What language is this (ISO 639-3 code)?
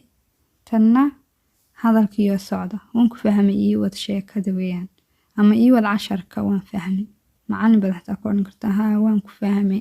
som